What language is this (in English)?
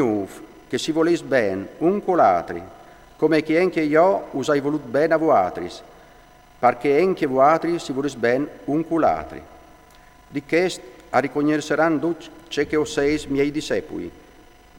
Friulian